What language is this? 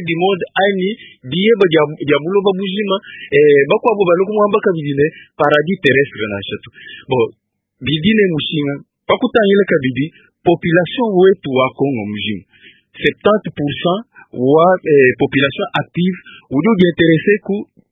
Luba-Lulua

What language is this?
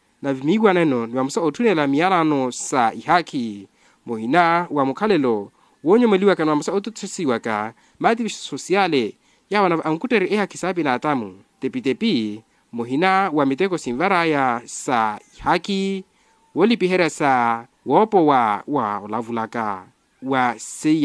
Makhuwa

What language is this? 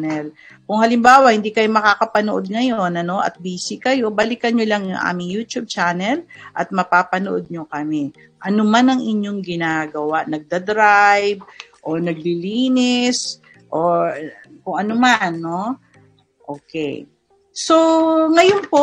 Filipino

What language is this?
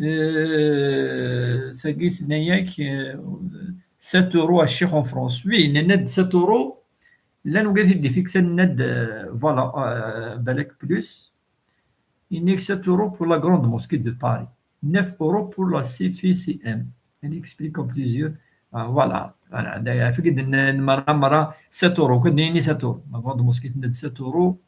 Kabyle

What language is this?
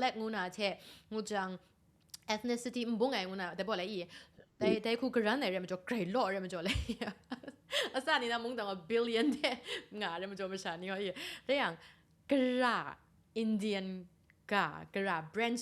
Kachin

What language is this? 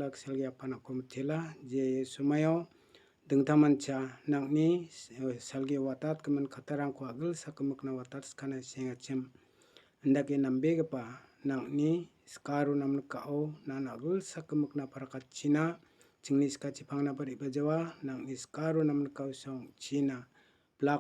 Garo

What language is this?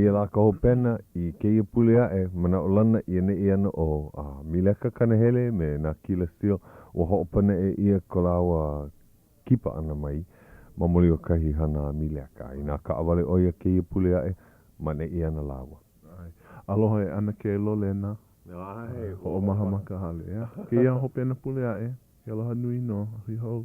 Hawaiian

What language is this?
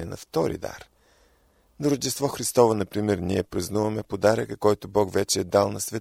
Bulgarian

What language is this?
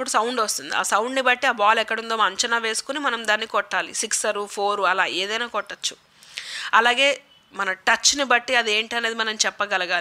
Telugu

